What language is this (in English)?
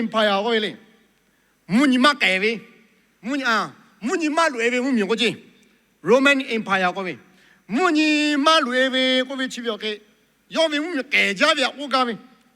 Lahu